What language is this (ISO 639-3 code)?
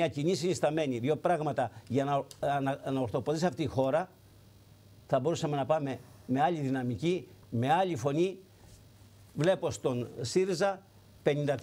ell